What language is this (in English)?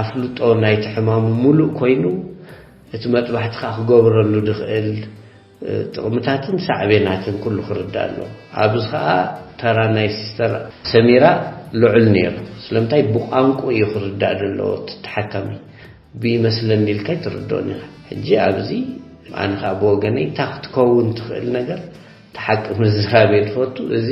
Tigrinya